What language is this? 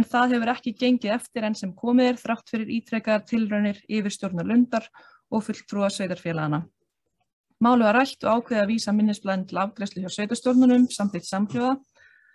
Icelandic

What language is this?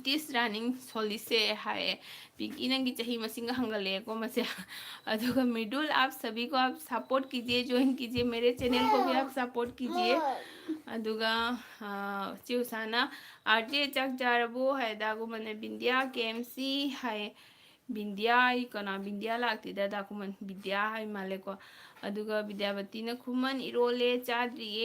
Manipuri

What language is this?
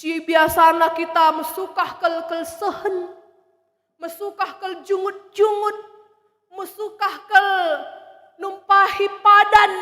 Batak Karo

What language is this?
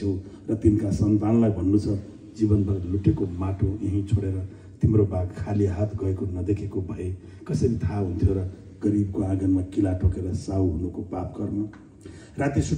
Nepali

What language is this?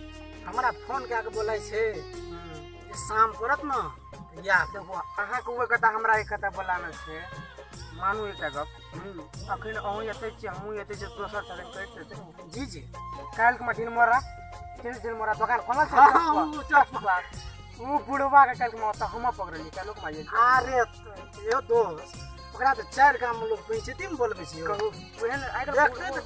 Maithili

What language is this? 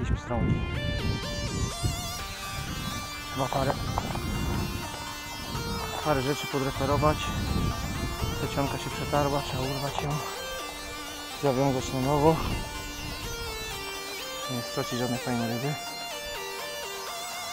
Polish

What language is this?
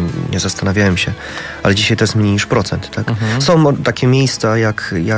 Polish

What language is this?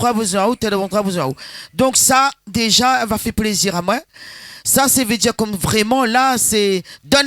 Réunion Creole French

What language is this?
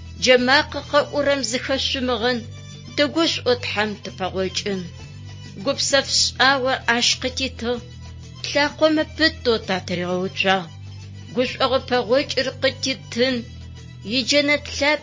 Adyghe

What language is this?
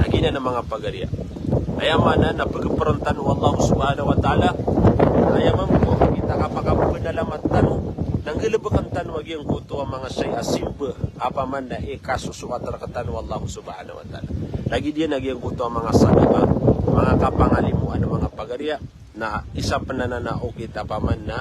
Maranao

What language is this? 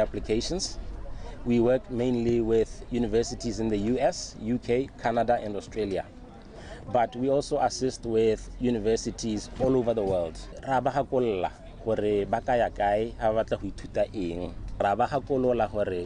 Tswana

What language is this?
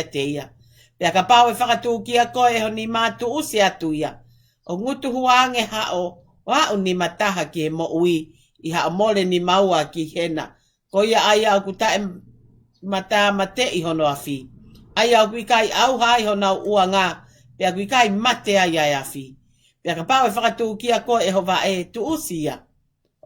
Tongan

